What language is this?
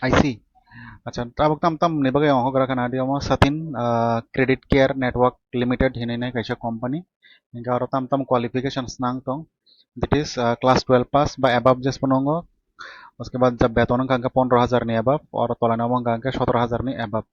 Kok Borok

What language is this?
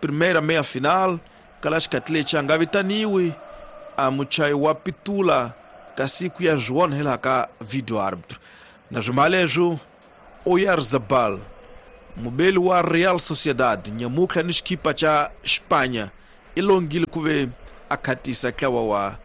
Tsonga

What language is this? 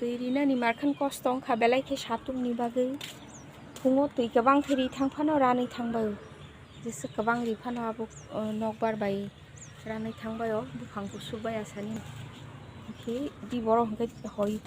Kok Borok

